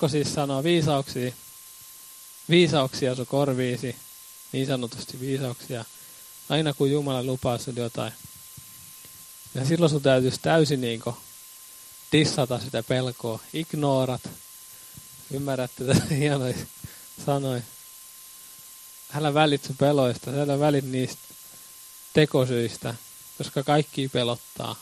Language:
Finnish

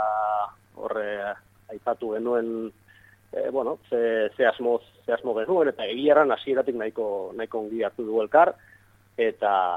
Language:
Basque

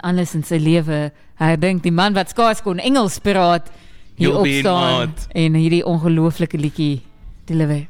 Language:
Afrikaans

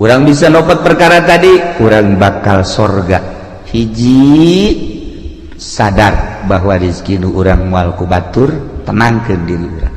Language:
Sundanese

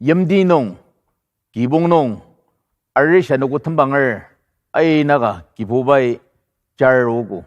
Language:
Ao Naga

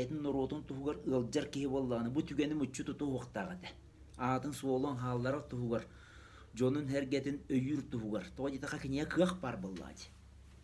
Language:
Yakut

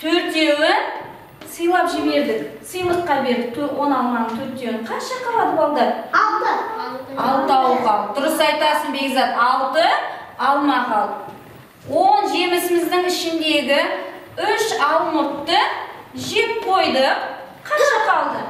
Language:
Kazakh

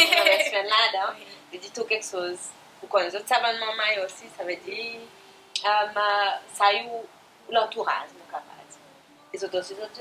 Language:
Seselwa Creole French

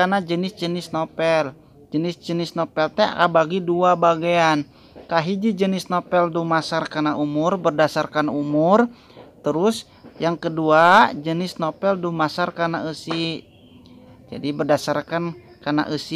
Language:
Sundanese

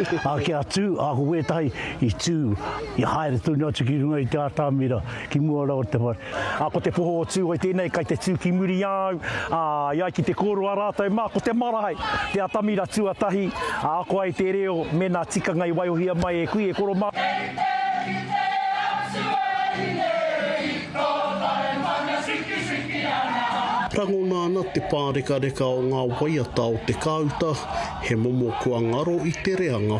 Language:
Māori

